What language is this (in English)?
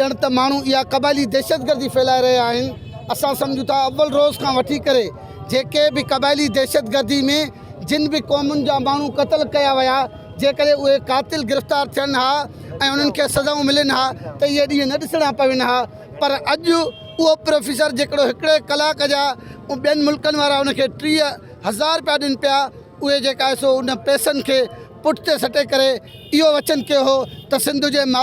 Sindhi